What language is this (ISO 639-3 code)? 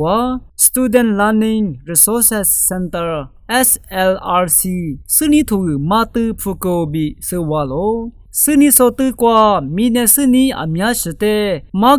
lis